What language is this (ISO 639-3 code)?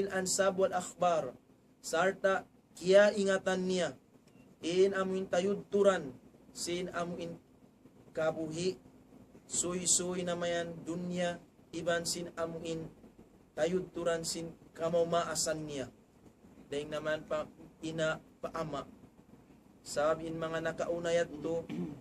tsg